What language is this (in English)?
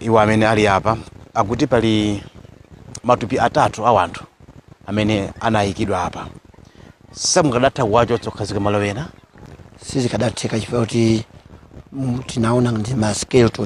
Nyanja